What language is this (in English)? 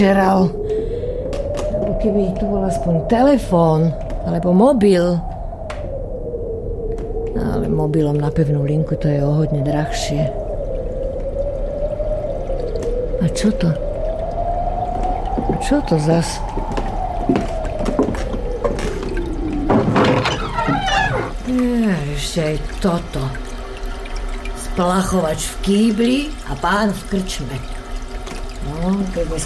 Slovak